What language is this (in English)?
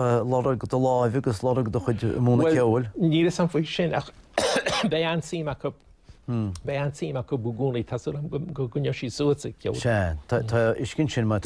Irish